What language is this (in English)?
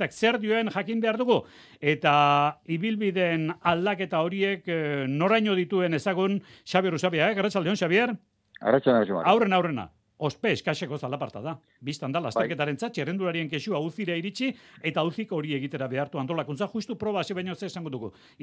Basque